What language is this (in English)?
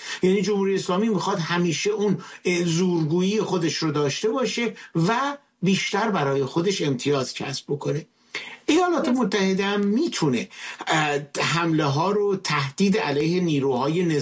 Persian